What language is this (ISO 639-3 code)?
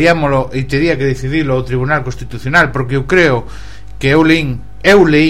glg